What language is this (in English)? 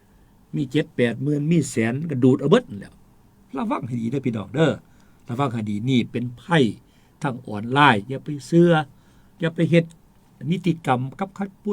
Northeastern Thai